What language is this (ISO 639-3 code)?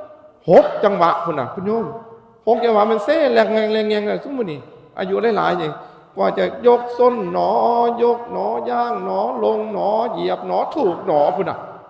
tts